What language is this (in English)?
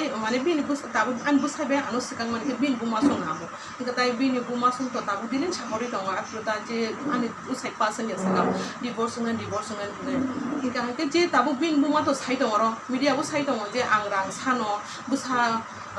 Kok Borok